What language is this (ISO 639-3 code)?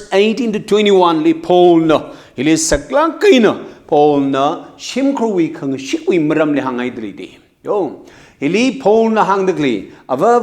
nmf